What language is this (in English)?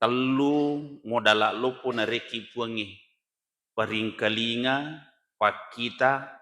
Buginese